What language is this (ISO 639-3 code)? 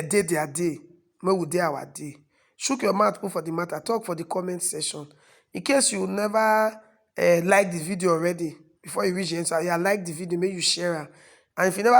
pcm